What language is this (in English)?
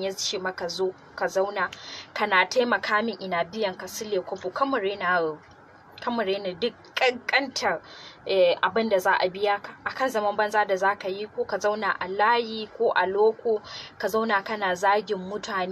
Hausa